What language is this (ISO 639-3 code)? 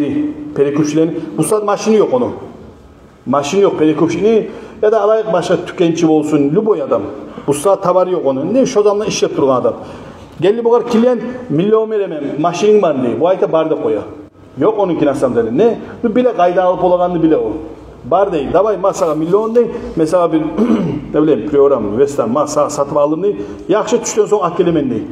kum